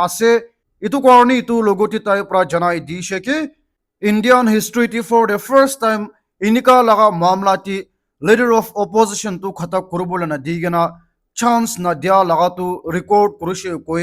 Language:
Naga Pidgin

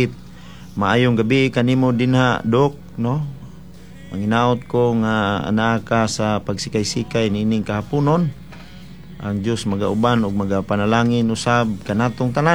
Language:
Cebuano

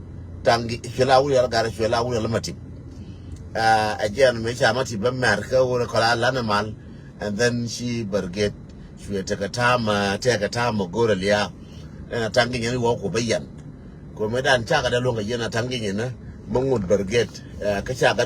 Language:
Nuer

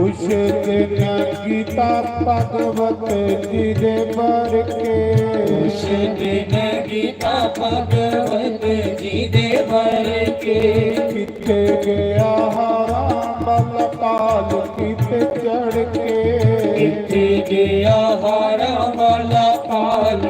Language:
Dogri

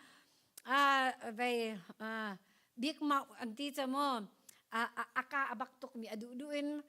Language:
Hakha Chin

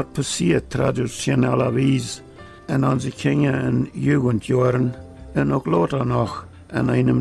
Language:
Plautdietsch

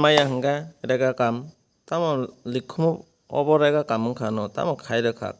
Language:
Kok Borok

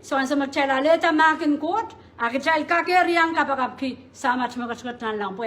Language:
Pohnpeian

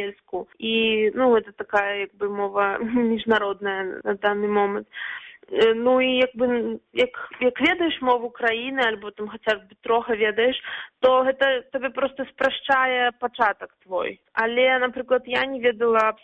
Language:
Belarusian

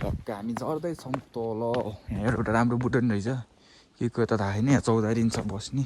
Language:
Nepali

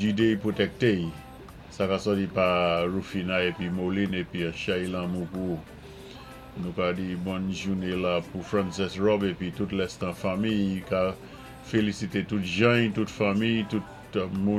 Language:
Saint Lucian Creole French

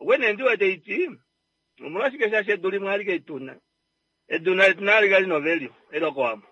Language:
Kuanyama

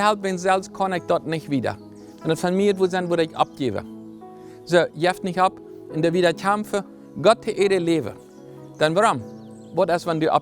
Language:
Plautdietsch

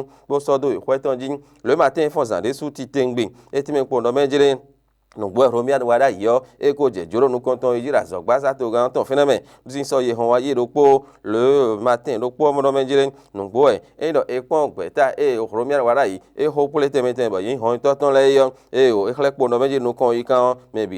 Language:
Fon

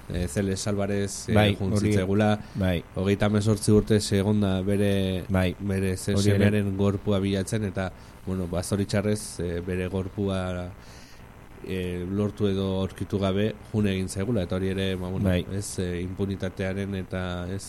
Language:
Basque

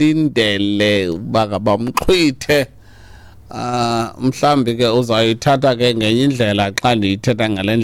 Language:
Xhosa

